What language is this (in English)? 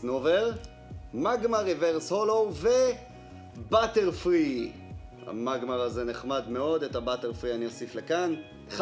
Hebrew